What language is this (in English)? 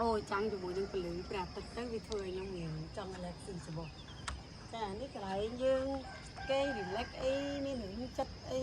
Khmer